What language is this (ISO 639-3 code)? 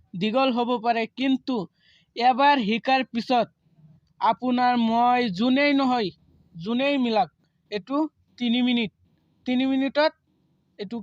asm